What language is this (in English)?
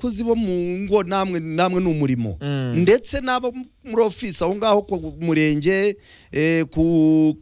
Kinyarwanda